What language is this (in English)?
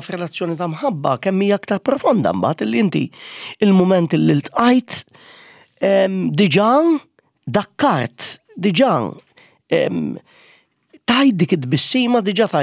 Maltese